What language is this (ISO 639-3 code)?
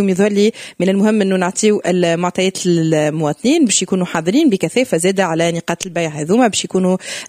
aeb